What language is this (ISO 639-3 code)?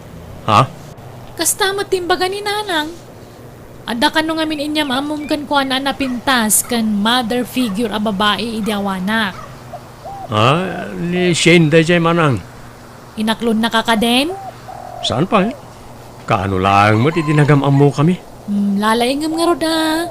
ilo